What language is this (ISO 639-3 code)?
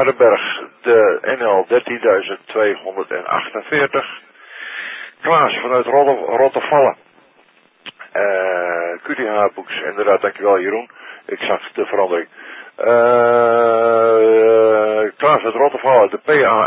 nld